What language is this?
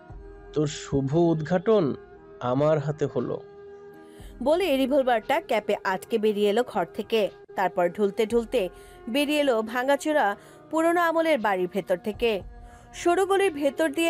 Bangla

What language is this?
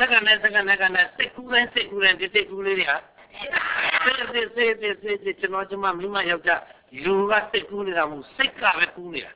Burmese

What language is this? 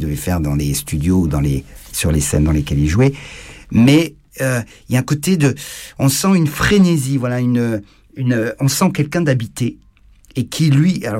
French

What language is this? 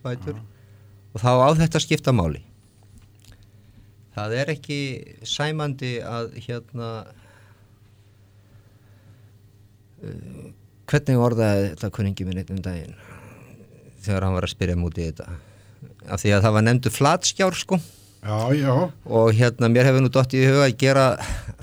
Icelandic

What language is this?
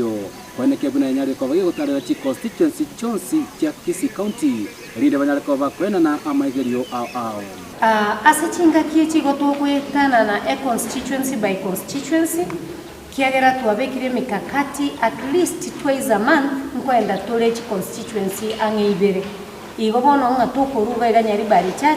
Gusii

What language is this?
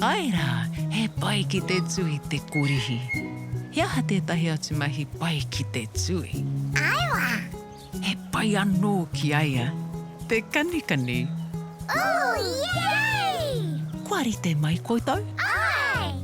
Māori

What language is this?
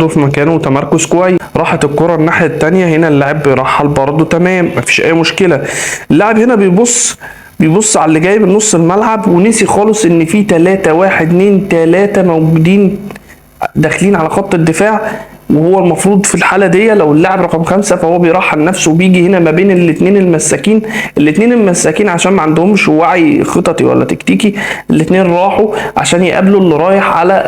Egyptian Arabic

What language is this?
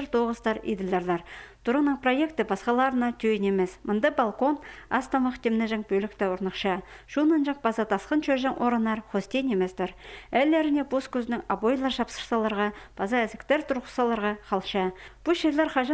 Khakas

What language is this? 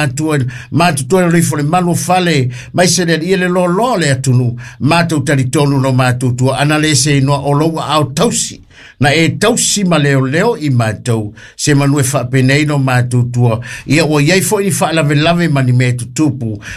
Samoan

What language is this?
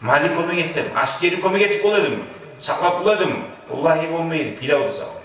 Kumyk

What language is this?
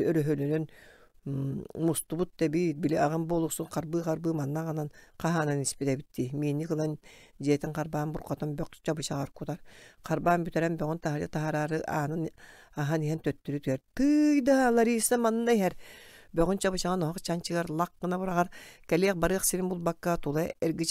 Yakut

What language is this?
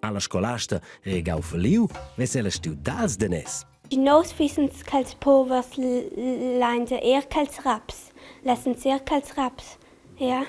Romansh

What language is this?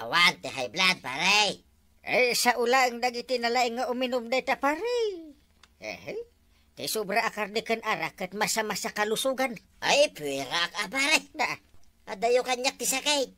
Iloko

